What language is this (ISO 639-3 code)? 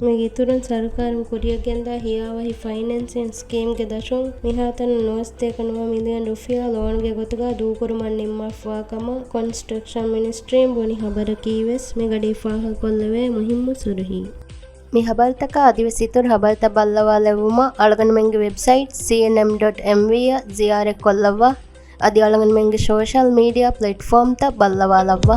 div